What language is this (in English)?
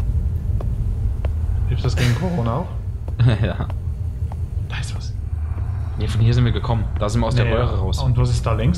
German